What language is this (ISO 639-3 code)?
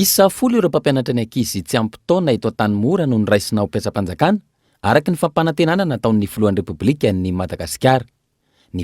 mlg